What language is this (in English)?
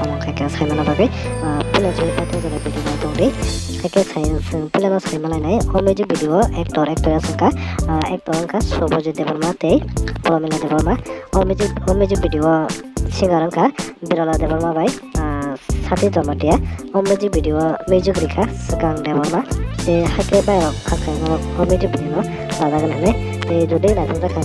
Kok Borok